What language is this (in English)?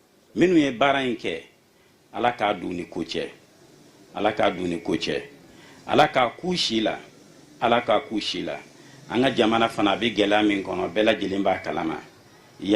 Bambara